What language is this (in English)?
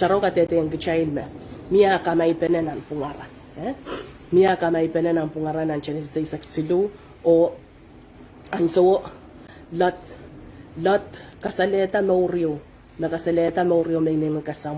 Pohnpeian